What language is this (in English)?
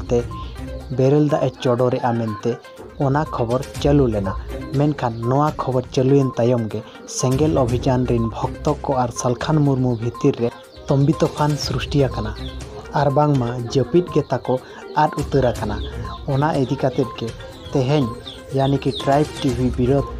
Santali